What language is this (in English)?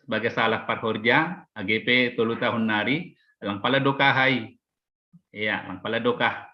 Batak Simalungun